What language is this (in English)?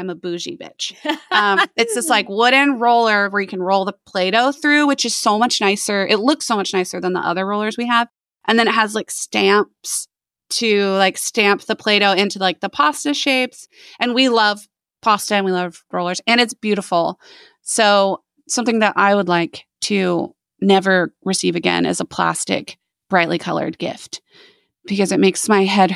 English